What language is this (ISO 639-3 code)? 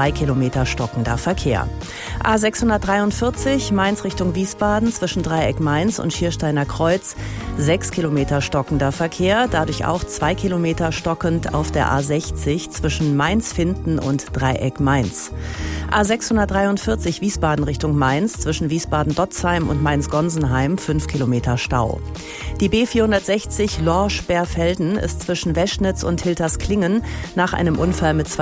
deu